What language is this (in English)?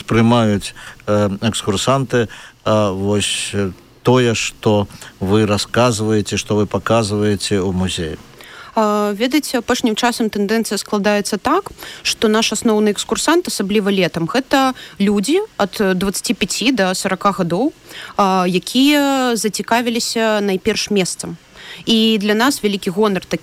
Belarusian